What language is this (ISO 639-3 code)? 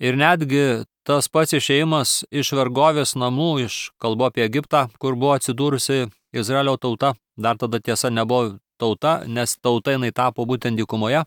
lit